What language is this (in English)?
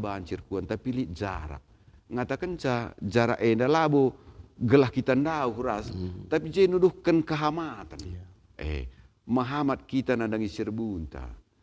Batak Karo